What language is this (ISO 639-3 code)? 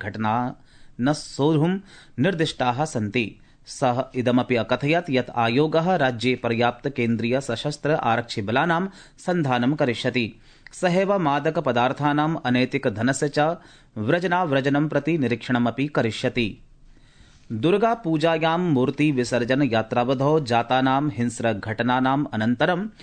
san